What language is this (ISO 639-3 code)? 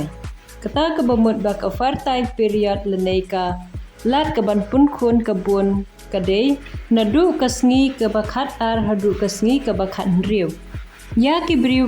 kha